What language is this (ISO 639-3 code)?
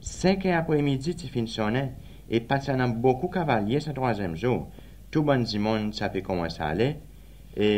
crs